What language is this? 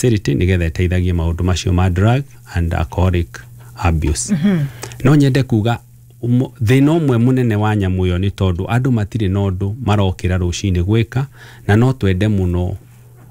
Kikuyu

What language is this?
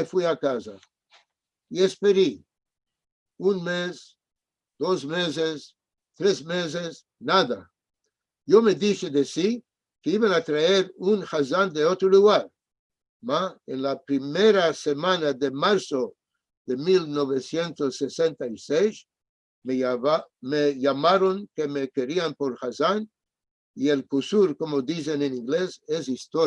Ladino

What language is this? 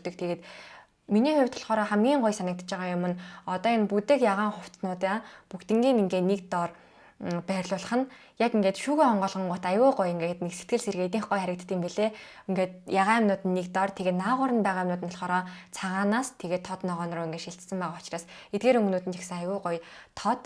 Mongolian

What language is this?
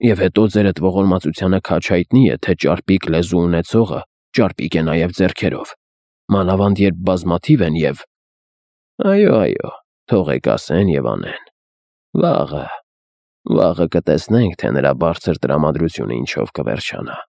Armenian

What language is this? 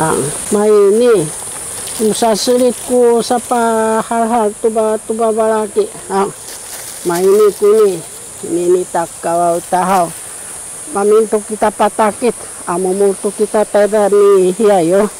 Sakizaya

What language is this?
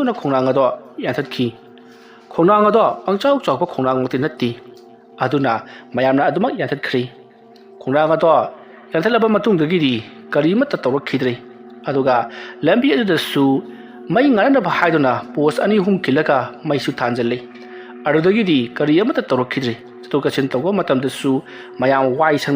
Manipuri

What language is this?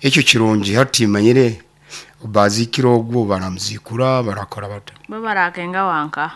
Nyoro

